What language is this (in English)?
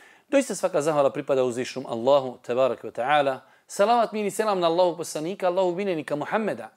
Bosnian